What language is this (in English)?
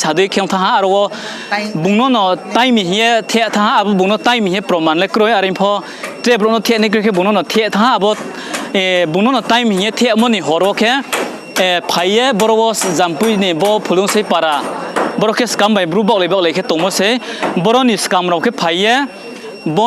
Riang (India)